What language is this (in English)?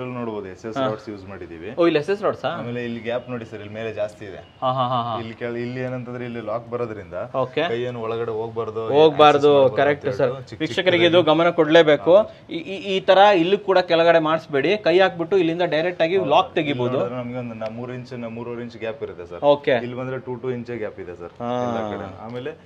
Kannada